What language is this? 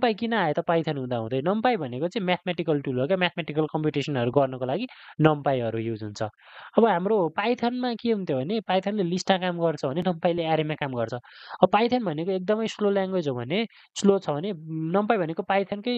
Nepali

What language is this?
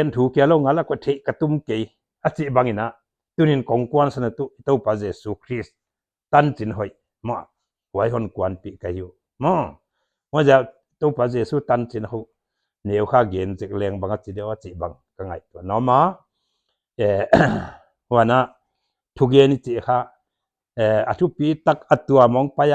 Paite Chin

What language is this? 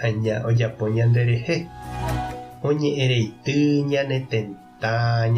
Guarani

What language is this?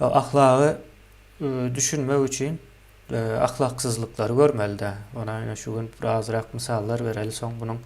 Turkmen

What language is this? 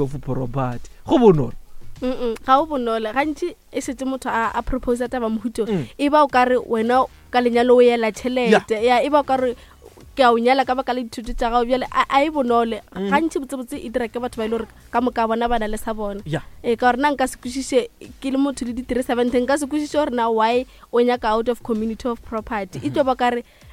Northern Sotho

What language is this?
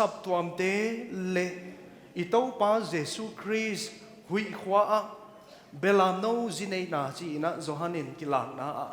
Paite Chin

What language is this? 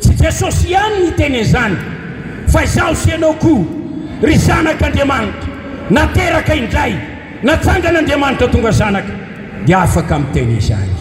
Malagasy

